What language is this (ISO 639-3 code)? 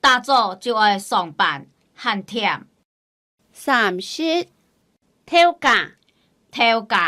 hak